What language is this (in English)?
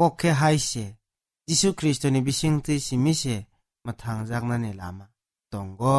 Kok Borok